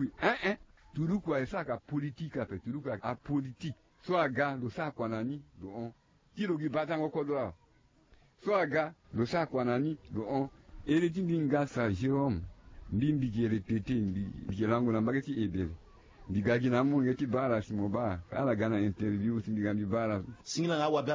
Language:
Sango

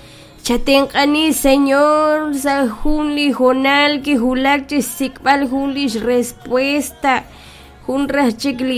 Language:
Kekchí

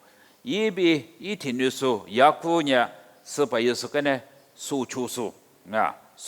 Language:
Lisu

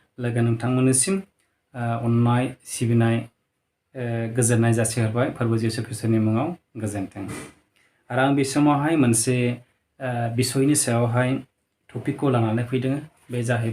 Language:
Bodo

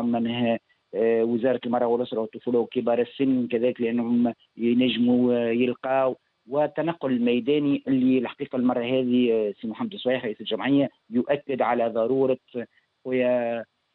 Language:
Tunisian Arabic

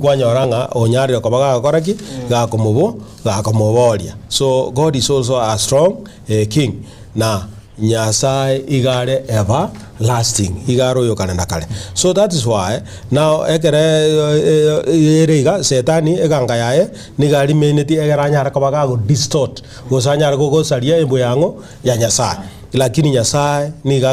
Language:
Gusii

